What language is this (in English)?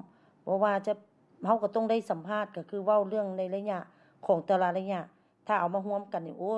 Lao